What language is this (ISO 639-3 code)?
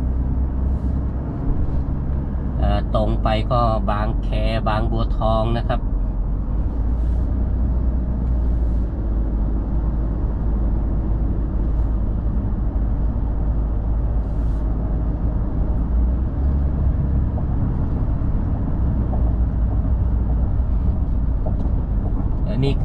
tha